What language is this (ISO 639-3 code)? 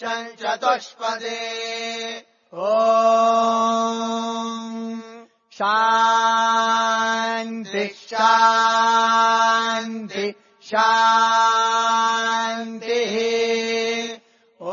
san